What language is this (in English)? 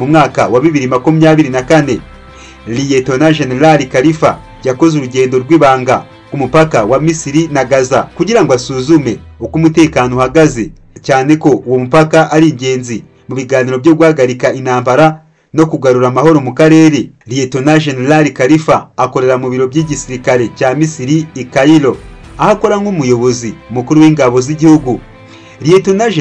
Kinyarwanda